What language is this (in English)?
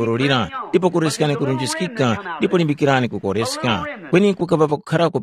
Tumbuka